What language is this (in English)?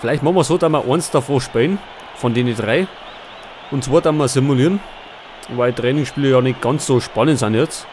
Bavarian